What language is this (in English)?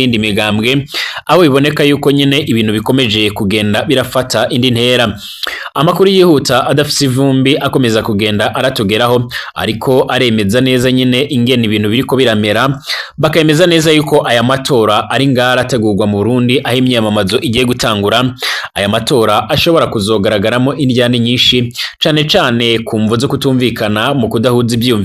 Rundi